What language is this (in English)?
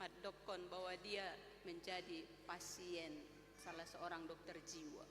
Batak Toba